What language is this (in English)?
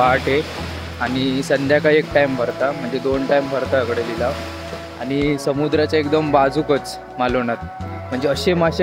Konkani